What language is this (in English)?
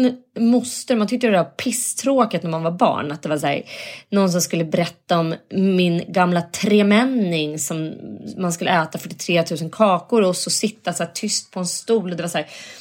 Swedish